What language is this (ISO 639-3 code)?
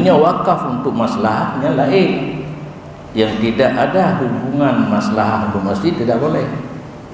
ace